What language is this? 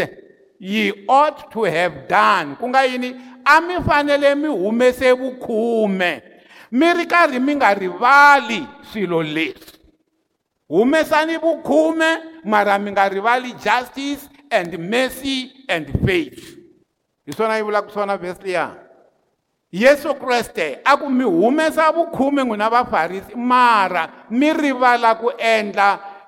Tsonga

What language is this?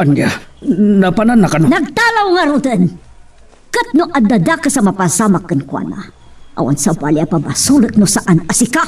Iloko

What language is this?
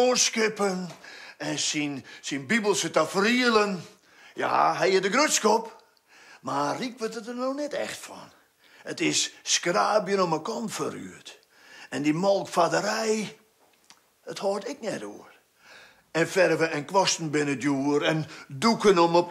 Western Frisian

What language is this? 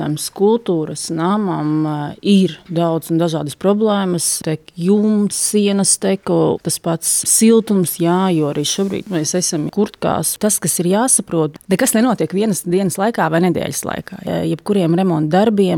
Latvian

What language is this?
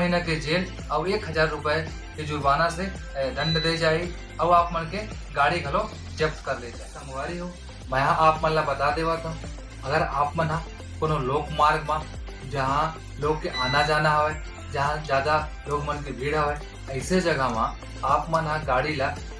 Chhattisgarhi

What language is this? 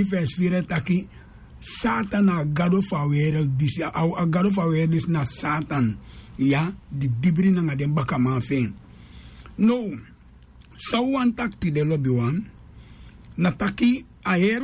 Sranan Tongo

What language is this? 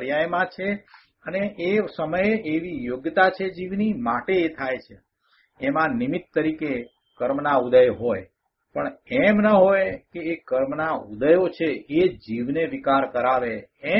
Gujarati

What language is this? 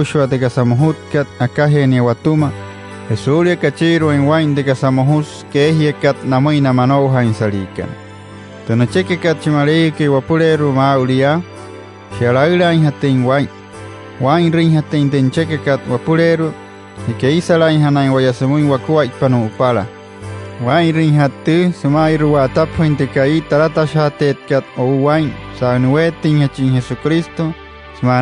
Wayuu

